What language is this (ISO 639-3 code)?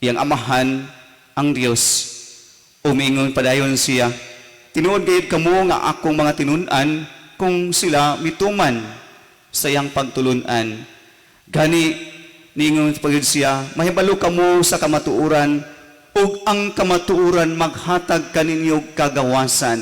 ceb